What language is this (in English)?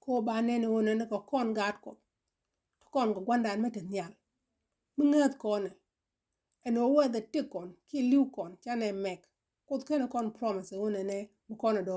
Nuer